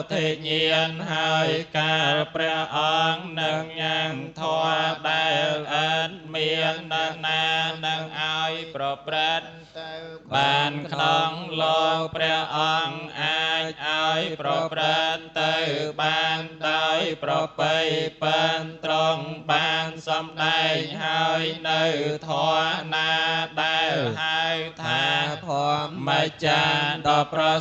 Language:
Khmer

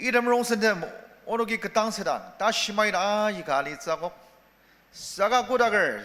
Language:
Ao Naga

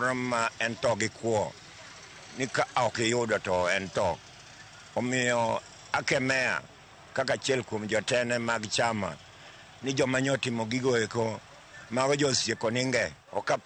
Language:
Luo (Kenya and Tanzania)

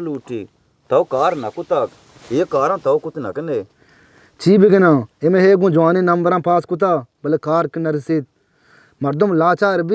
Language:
Baluchi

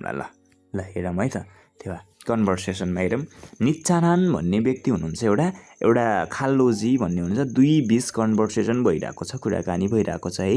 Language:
Nepali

